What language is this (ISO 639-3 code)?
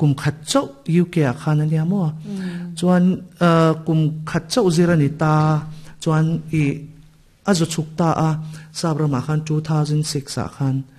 lus